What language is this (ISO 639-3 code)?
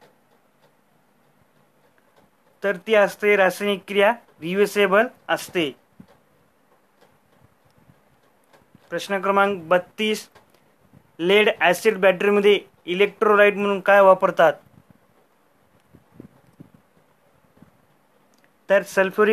mar